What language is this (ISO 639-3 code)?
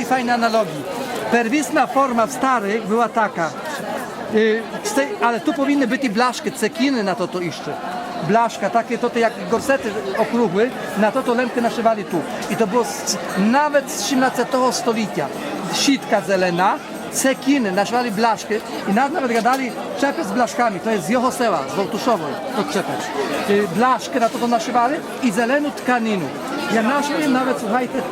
rue